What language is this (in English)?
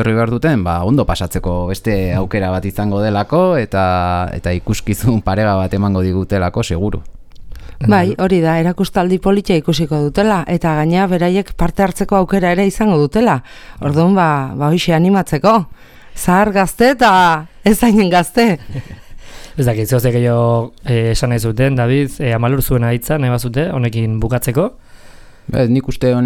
Basque